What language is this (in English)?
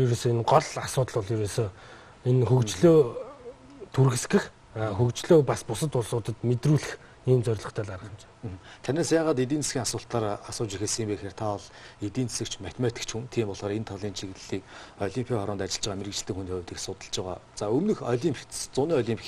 Mongolian